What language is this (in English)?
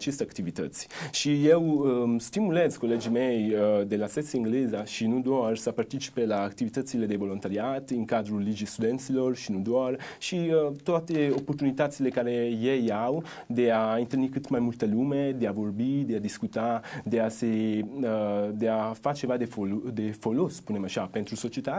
Romanian